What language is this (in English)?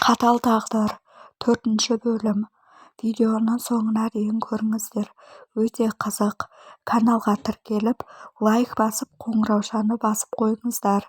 Kazakh